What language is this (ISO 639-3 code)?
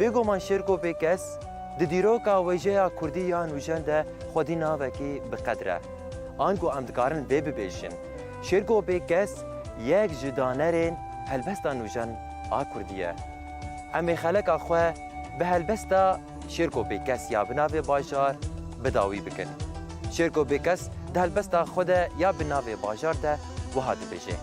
kur